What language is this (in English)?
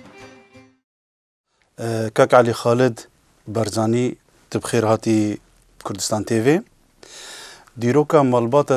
Kurdish